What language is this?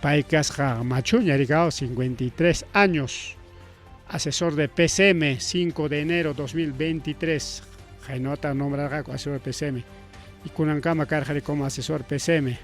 Ayacucho Quechua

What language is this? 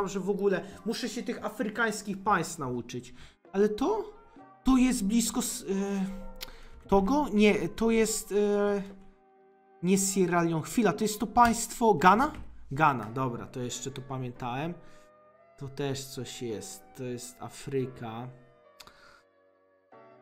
Polish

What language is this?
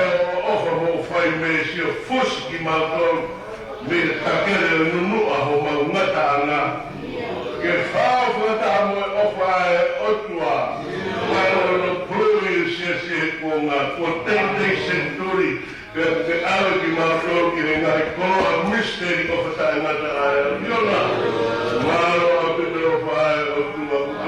Tongan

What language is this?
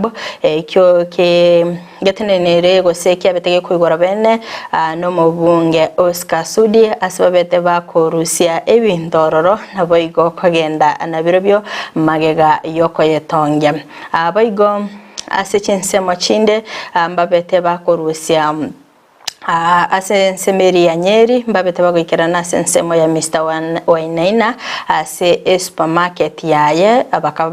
Gusii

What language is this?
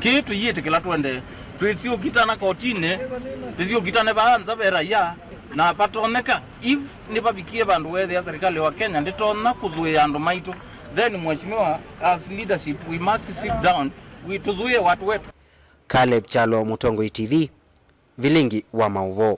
Kamba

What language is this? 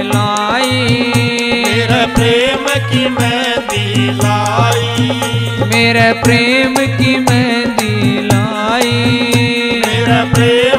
Hindi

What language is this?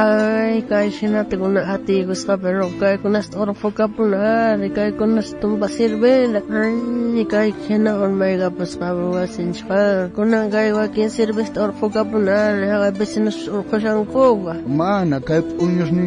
South Bolivian Quechua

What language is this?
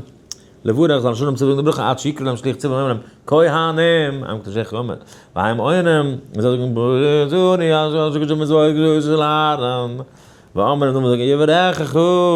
Yiddish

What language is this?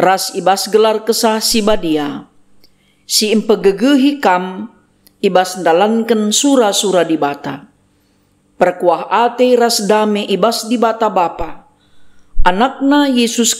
Batak Karo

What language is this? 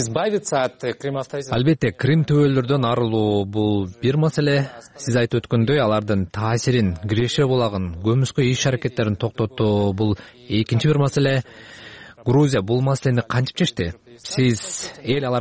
Kyrgyz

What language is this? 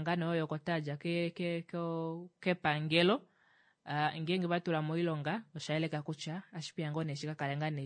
Kuanyama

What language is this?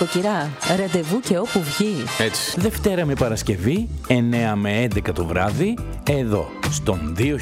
Greek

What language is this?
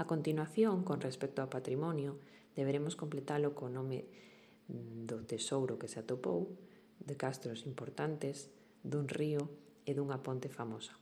Galician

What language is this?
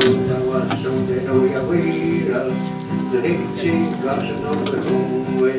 Mohawk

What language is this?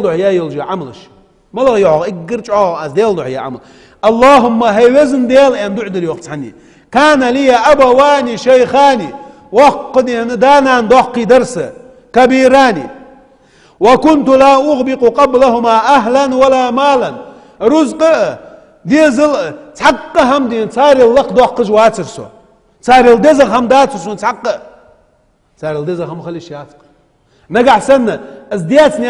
Ingush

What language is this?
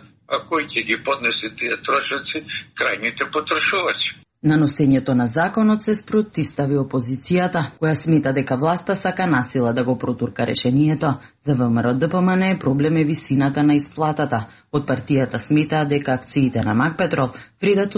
Macedonian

